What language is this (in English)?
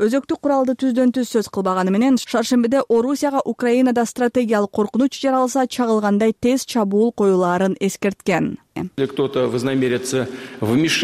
Kyrgyz